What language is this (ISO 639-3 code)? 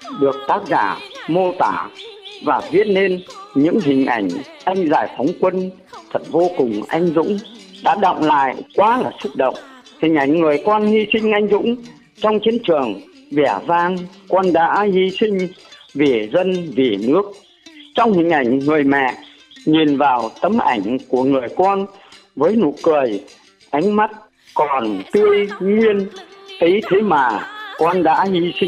vie